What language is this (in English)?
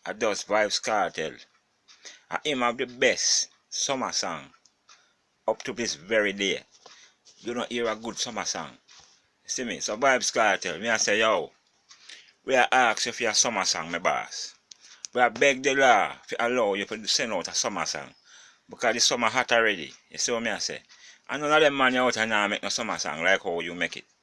Jamaican Creole English